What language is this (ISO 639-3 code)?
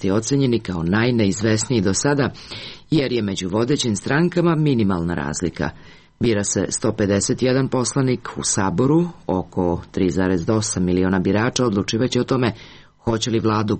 srp